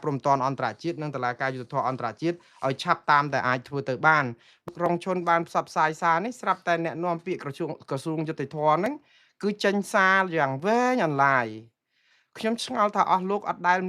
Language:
Khmer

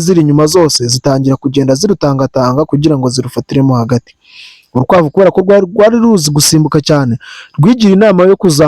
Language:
Kinyarwanda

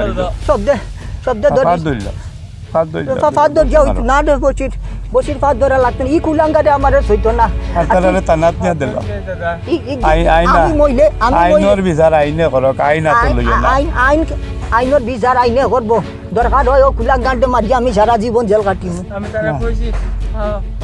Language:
Sylheti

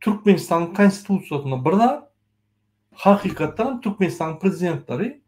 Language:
Turkmen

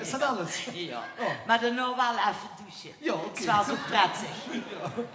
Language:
Limburgish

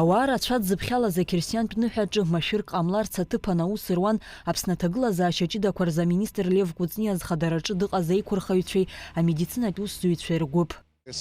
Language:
Abkhazian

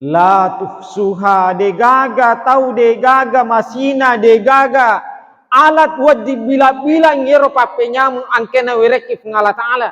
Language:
Buginese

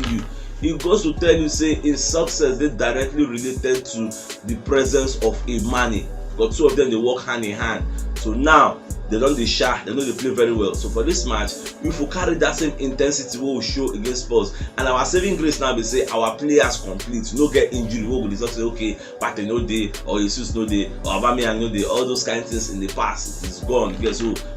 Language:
Nigerian Pidgin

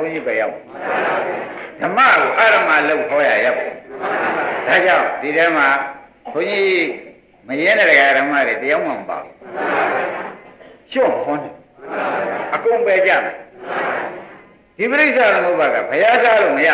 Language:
Burmese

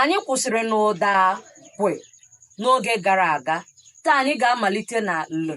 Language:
Igbo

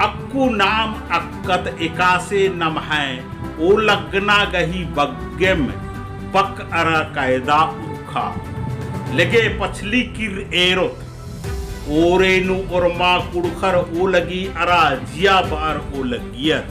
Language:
Kurukh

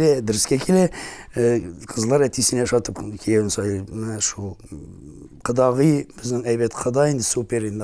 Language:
Tatar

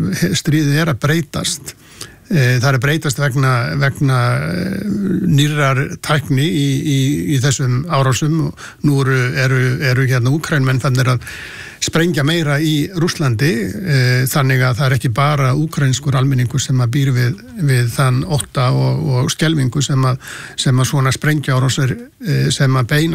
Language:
Icelandic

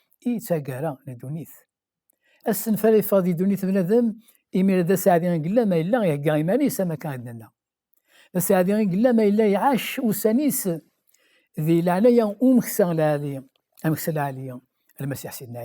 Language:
Kabyle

